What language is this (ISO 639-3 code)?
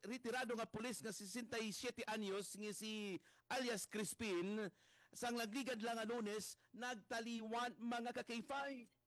hil